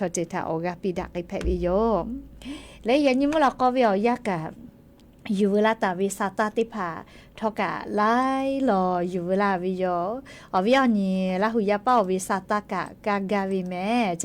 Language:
Lahu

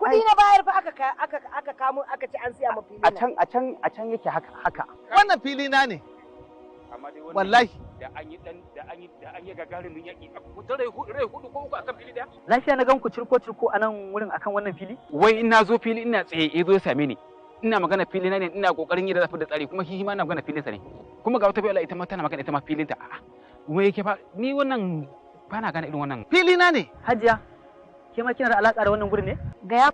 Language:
Hausa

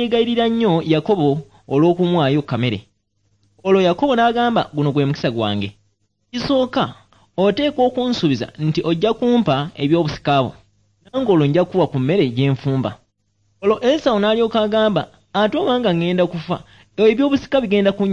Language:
Ganda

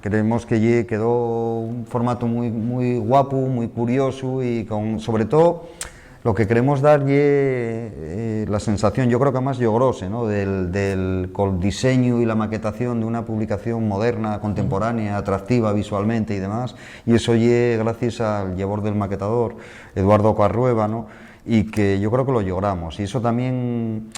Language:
Asturian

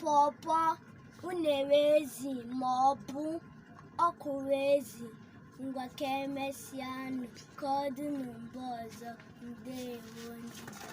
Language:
Igbo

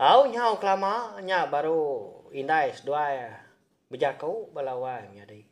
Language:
Iban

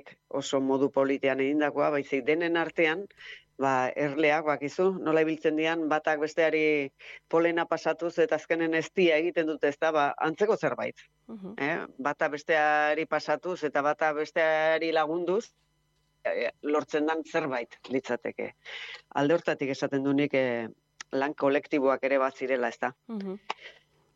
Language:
Basque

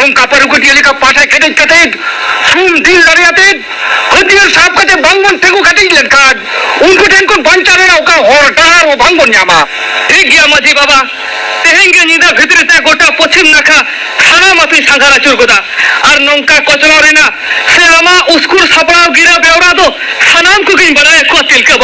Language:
Santali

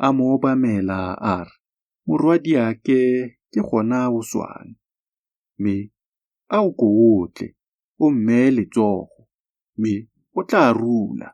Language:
Tswana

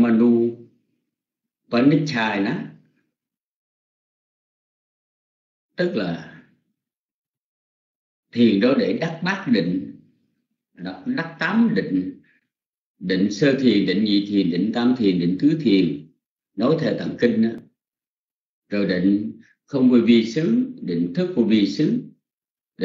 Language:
Vietnamese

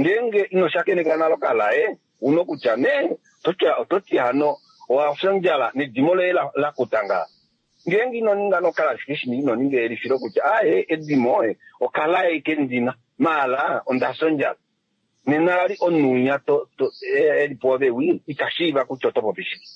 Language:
Kuanyama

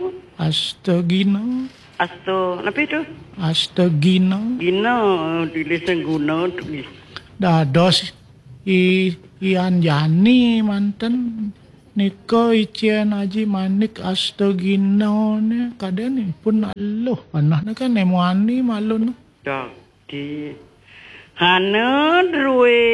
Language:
Balinese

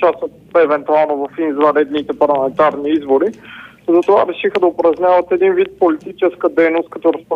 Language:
Bulgarian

